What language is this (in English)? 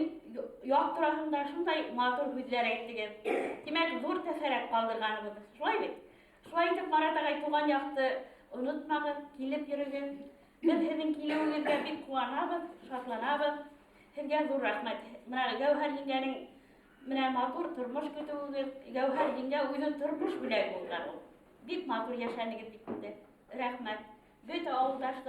Bashkir